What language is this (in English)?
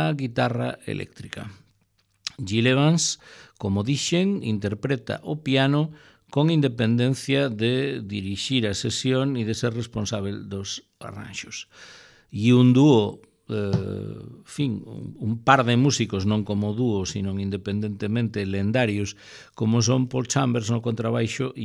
Galician